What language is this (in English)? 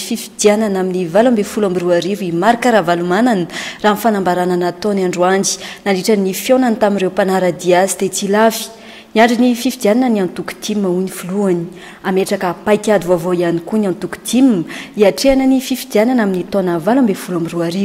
Malagasy